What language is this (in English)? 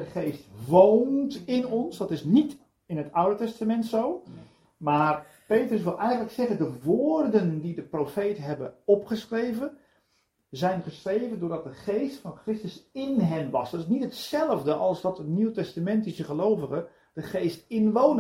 Dutch